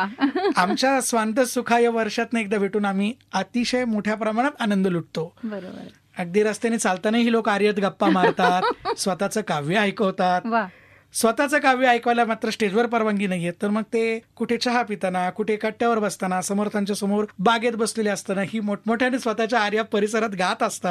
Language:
Marathi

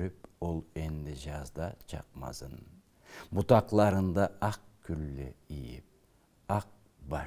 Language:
Karachay-Balkar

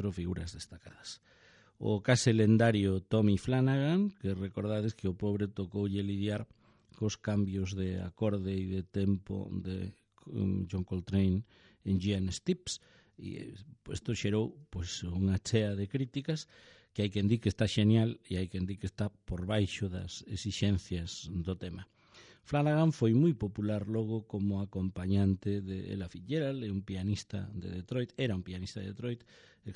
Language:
Galician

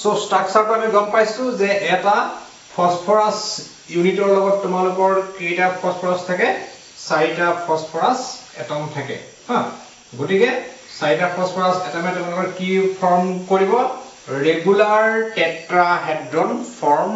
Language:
Assamese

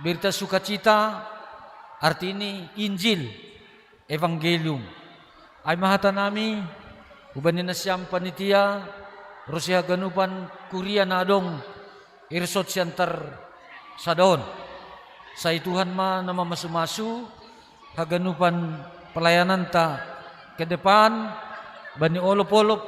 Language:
Batak Simalungun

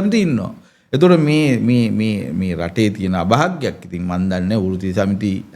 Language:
Sinhala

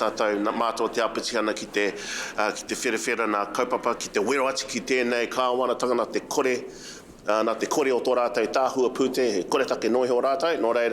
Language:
Māori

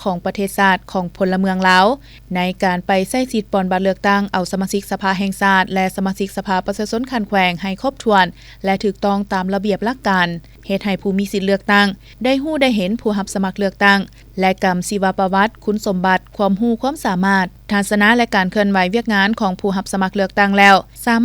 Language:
Lao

